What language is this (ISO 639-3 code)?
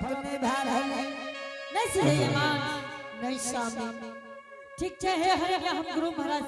anp